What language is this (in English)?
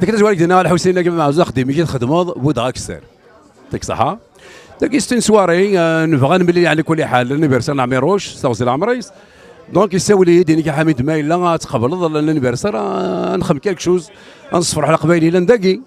Kabyle